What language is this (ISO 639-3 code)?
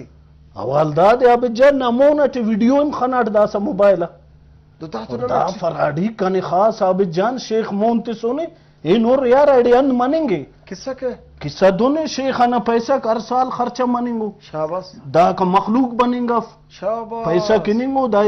brh